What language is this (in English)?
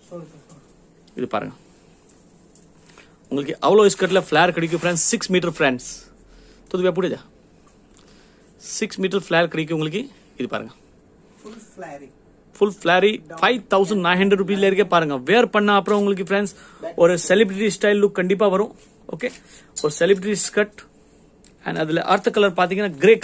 Tamil